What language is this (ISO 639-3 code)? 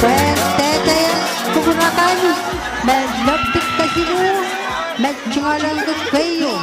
pon